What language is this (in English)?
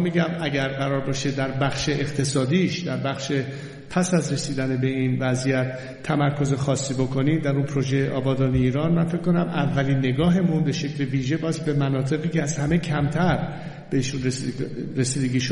Persian